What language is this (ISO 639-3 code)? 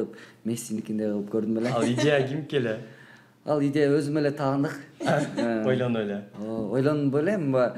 kir